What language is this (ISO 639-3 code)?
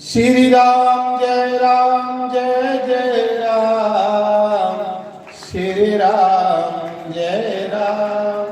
doi